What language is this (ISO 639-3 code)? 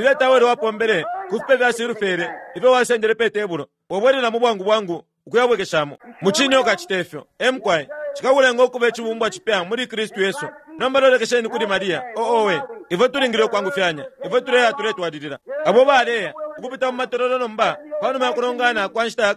bem